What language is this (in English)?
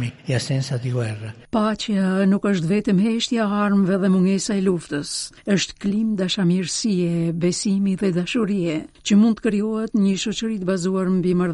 Albanian